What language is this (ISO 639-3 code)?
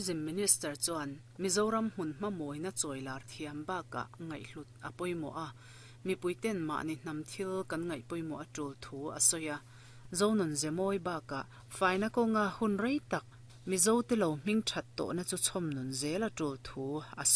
lus